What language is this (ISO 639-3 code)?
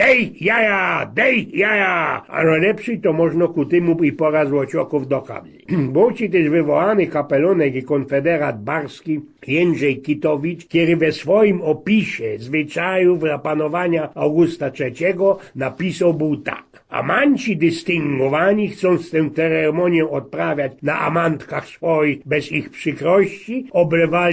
szl